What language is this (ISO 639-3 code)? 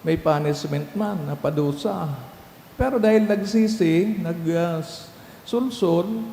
bik